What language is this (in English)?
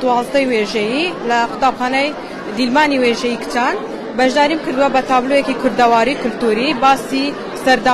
Central Kurdish